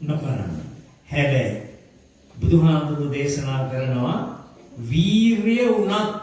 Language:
Sinhala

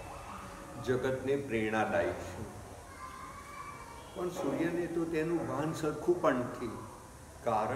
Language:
Gujarati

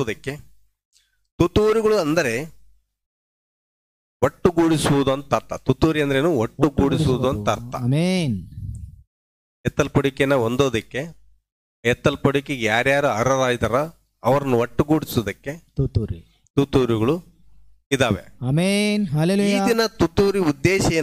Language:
Kannada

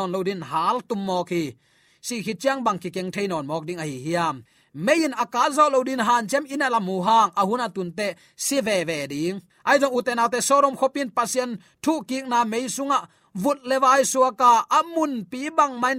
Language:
Tedim Chin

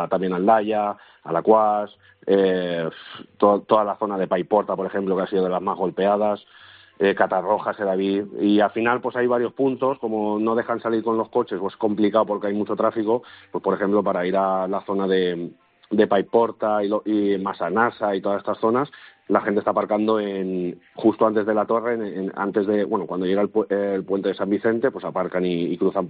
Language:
Spanish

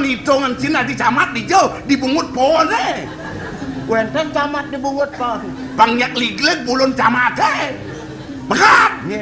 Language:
Balinese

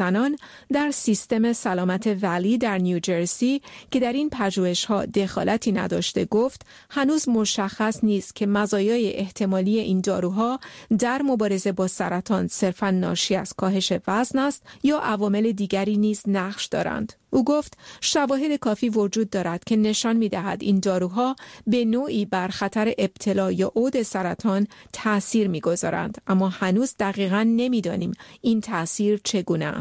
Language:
Persian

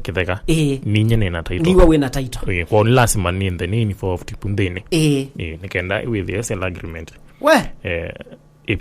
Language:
Kamba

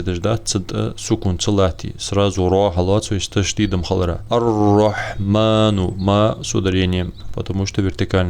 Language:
Ingush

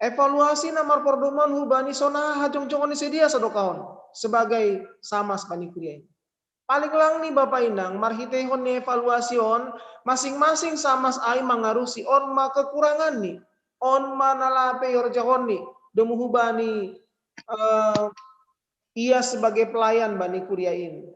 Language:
Batak Simalungun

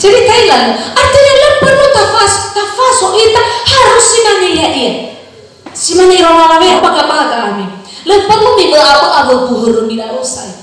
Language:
Nias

